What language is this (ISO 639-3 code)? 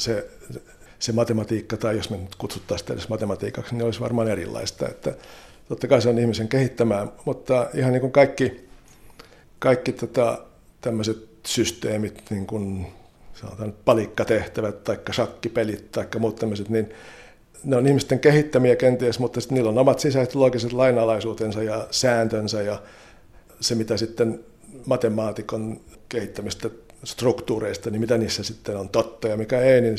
fin